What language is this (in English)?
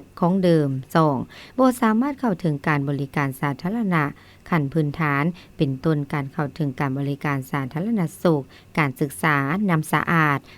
Lao